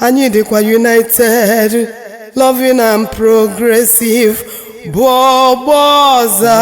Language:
Igbo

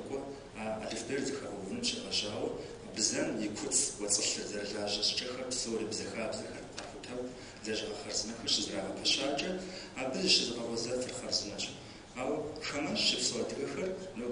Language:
Kabardian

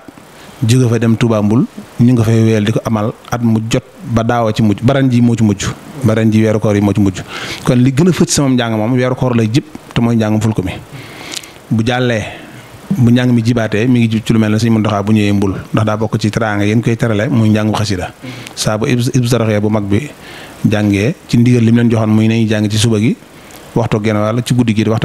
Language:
Wolof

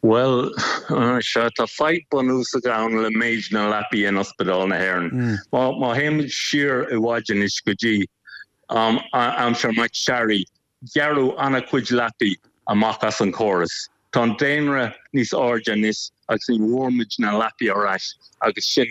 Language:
Irish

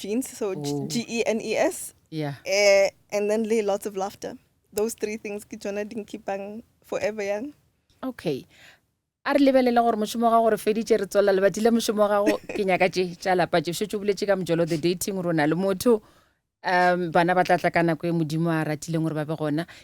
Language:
Northern Sotho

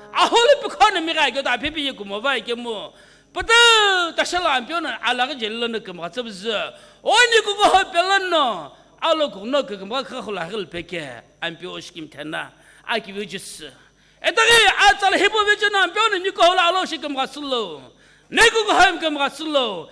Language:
Sumi Naga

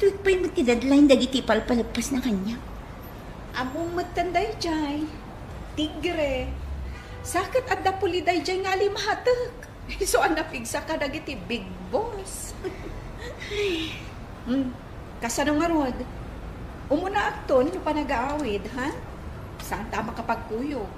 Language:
Iloko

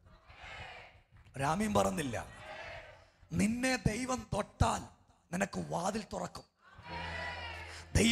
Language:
Malayalam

